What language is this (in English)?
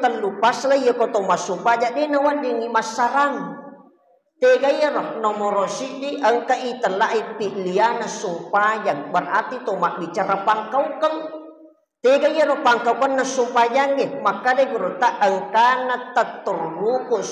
Buginese